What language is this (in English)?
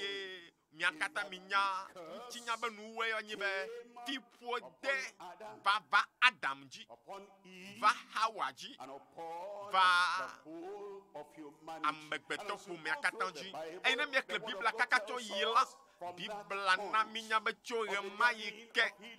Ewe